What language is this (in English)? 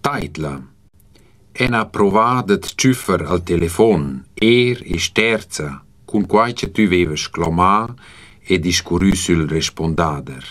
Romansh